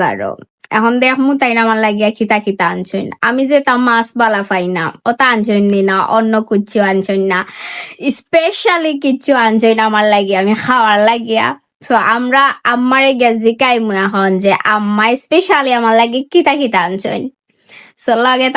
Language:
Sylheti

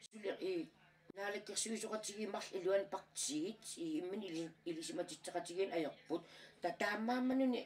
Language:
Kalaallisut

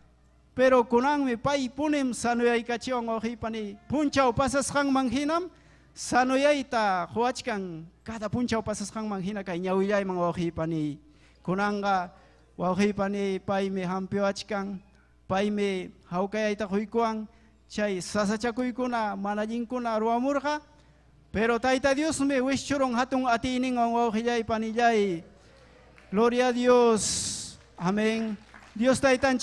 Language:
Ayacucho Quechua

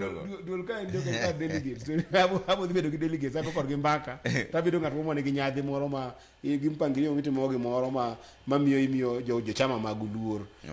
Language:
Luo (Kenya and Tanzania)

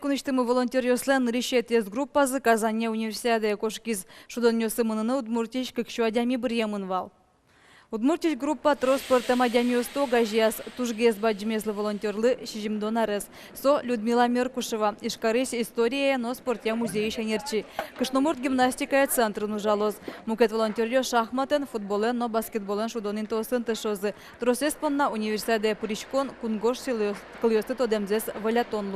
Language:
Udmurt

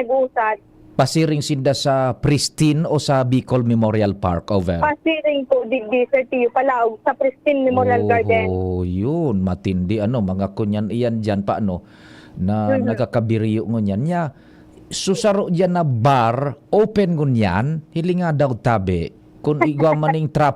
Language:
Bikol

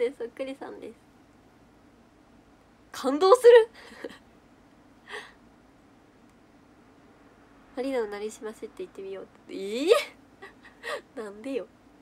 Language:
Japanese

